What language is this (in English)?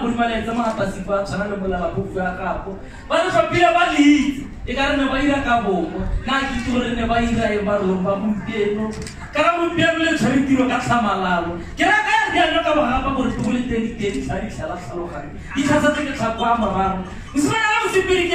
Tswana